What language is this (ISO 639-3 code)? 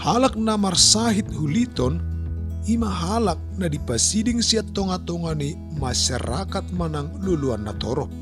bbc